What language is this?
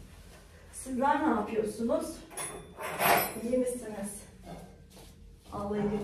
Turkish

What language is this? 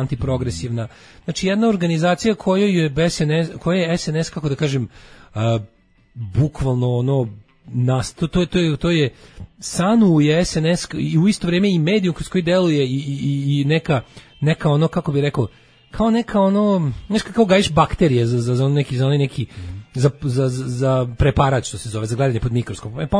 Serbian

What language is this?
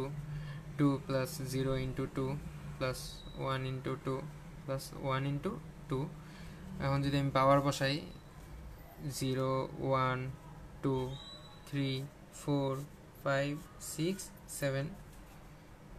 Bangla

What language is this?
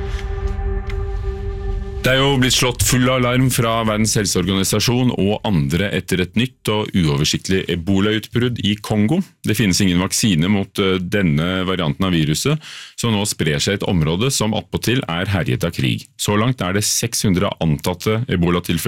Norwegian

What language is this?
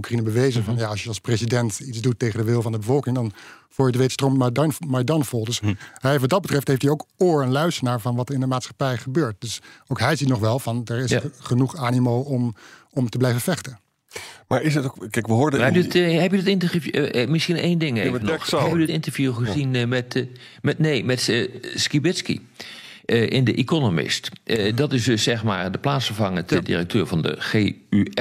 Dutch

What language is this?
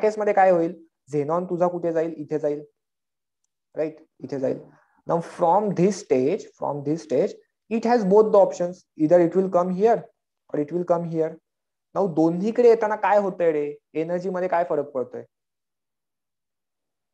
Marathi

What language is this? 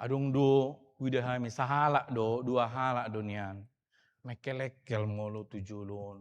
Batak Toba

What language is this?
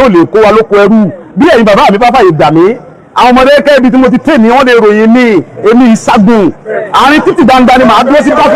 Yoruba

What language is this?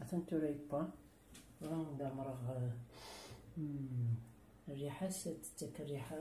Kabyle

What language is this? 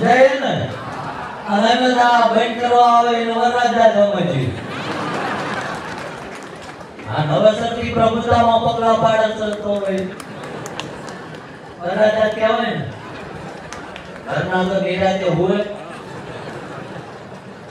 Gujarati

